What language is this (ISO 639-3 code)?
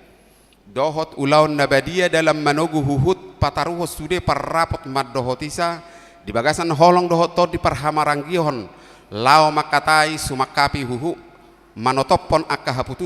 bbc